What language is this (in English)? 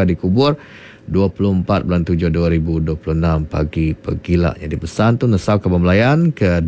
Iban